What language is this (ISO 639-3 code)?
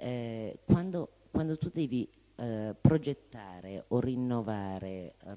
ita